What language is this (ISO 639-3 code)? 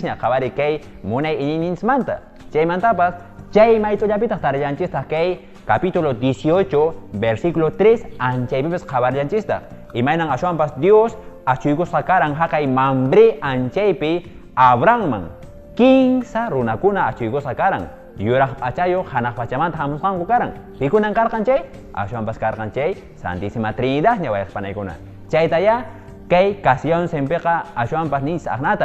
que